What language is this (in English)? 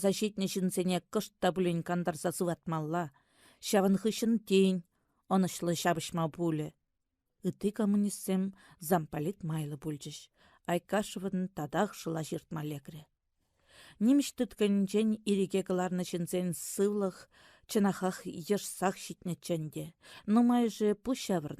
Chuvash